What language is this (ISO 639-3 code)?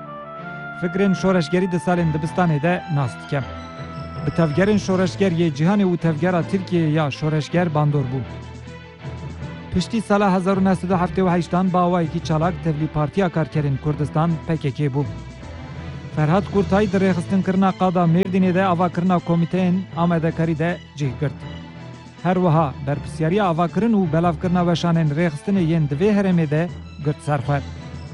tur